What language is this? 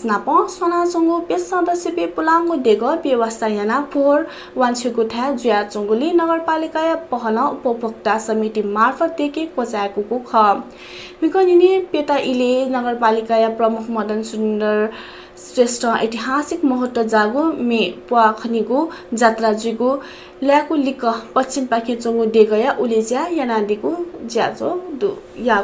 Newari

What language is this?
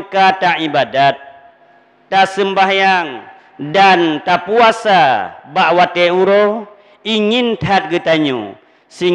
Achinese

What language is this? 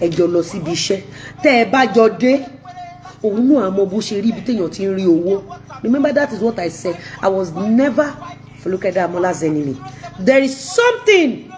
Yoruba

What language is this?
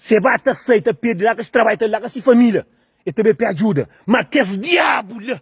Kabuverdianu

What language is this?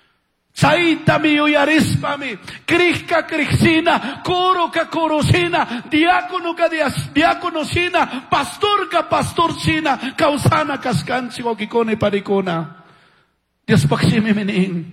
Chimborazo Highland Quichua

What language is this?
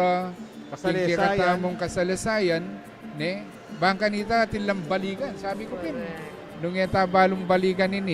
Pampanga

